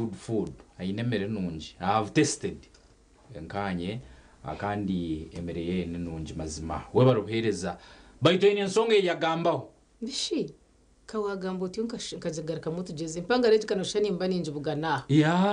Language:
Nyankole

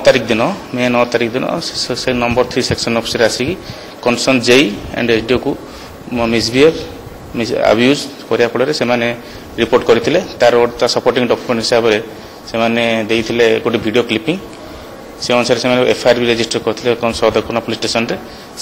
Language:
Odia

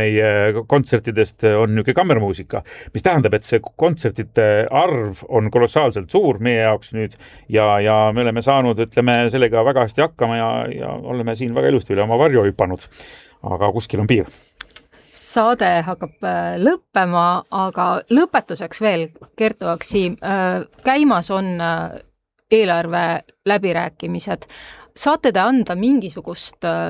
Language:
Estonian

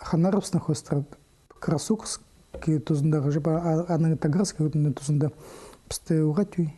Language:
Khakas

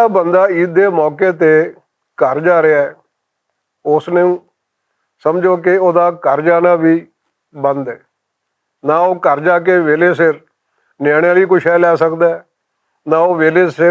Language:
Western Panjabi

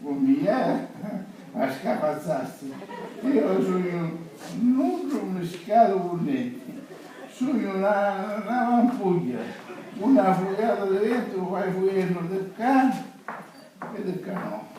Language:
Sicilian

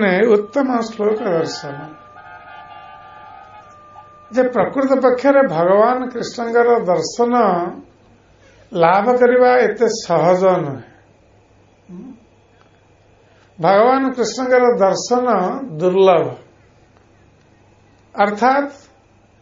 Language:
Odia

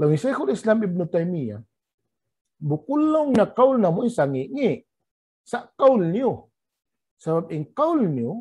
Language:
Tausug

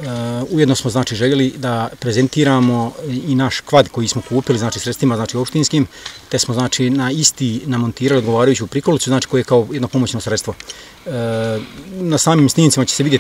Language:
Bosnian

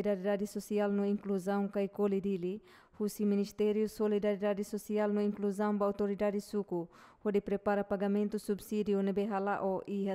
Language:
Tetum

